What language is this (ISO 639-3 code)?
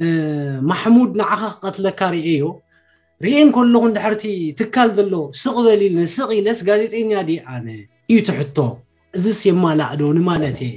tir